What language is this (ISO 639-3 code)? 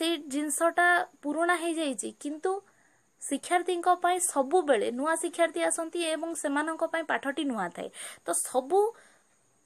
ori